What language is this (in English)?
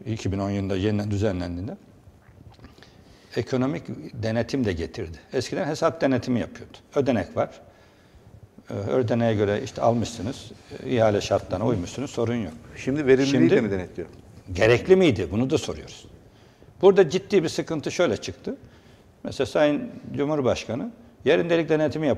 Turkish